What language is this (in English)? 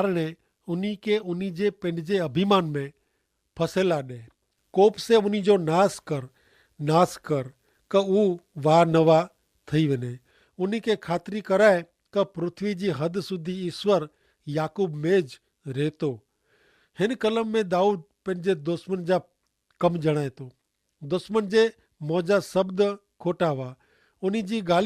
Kachhi